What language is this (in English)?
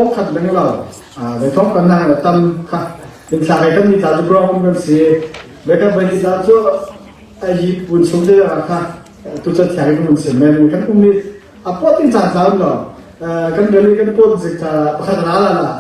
Falam Chin